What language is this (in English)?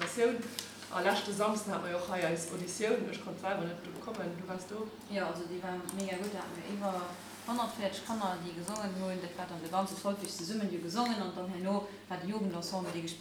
Luxembourgish